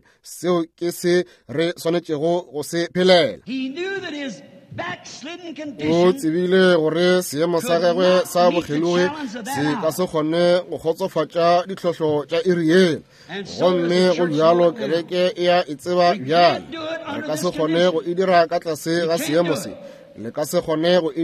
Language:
Northern Sotho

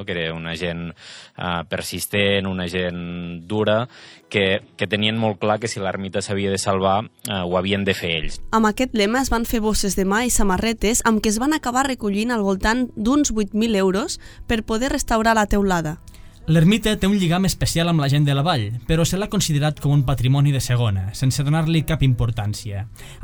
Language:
Catalan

